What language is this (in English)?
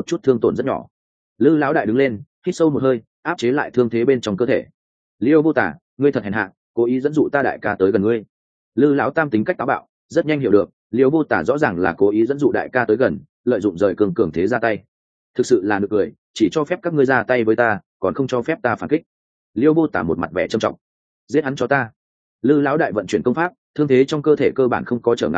Vietnamese